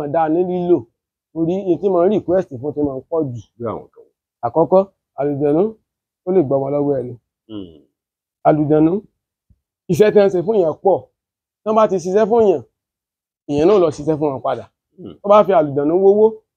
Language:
Yoruba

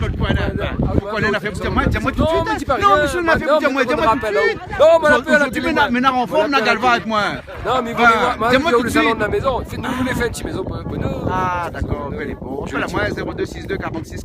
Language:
Réunion Creole French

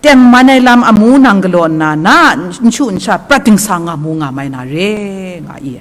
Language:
Kachin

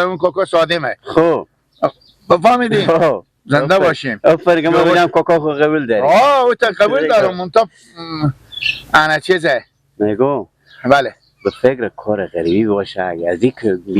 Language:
Persian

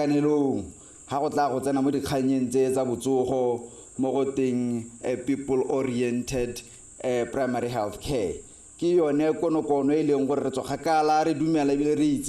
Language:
Tswana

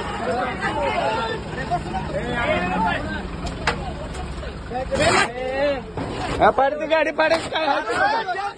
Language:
Marathi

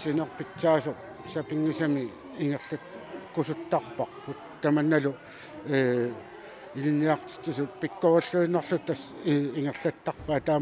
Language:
Kalaallisut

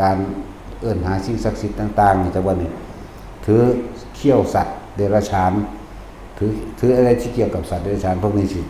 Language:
Lao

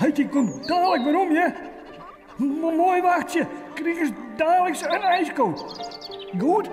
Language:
Western Frisian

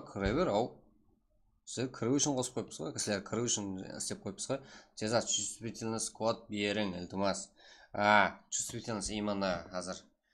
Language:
Kara-Kalpak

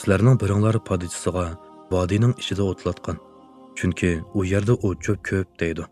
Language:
Uyghur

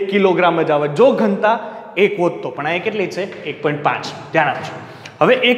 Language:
Gujarati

